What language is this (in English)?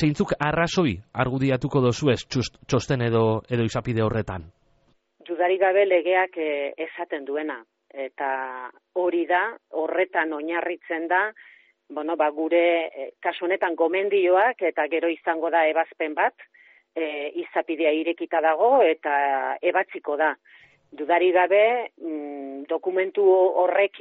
Basque